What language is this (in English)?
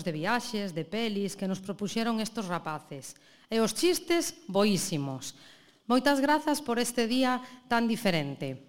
Galician